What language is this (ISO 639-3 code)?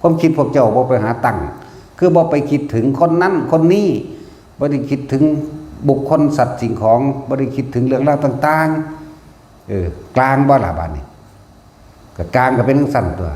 lao